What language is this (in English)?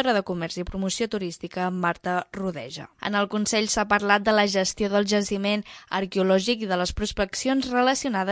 Catalan